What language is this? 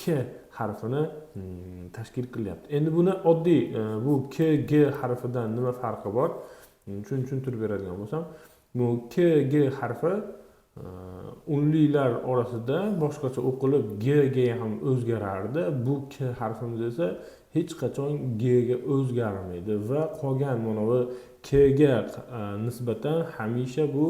Uzbek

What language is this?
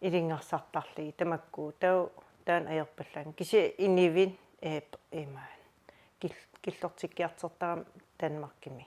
Kalaallisut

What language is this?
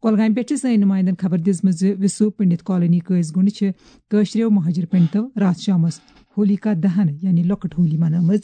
Kashmiri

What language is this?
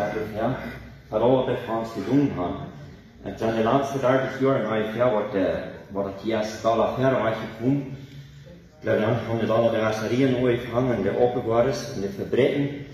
Plautdietsch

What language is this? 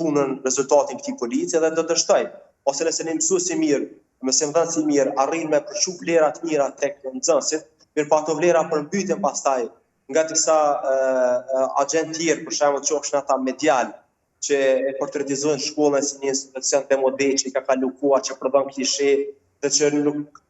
Albanian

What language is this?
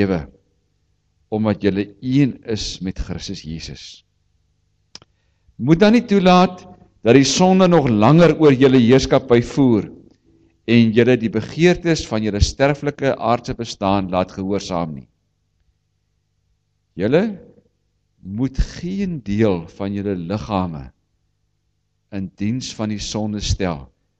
Afrikaans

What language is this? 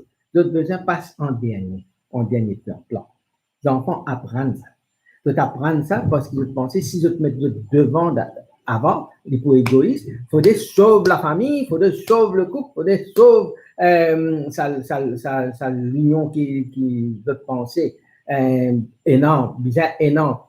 Morisyen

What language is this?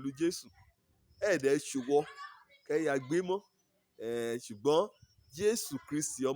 Yoruba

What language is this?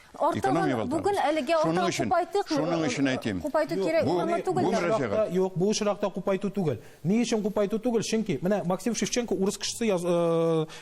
Tatar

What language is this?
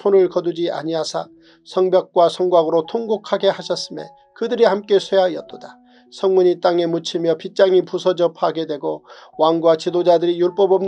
Korean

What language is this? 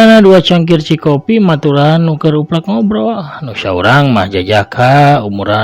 Sundanese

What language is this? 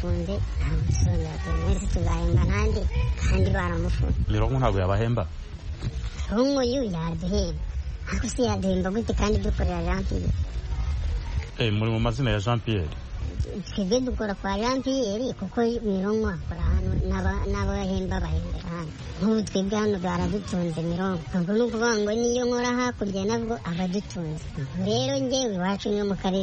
Kinyarwanda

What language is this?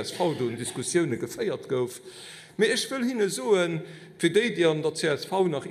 Luxembourgish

